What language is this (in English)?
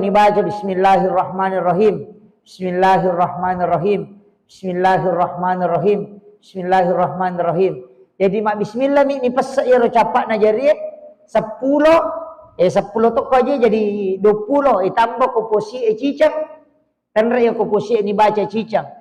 Buginese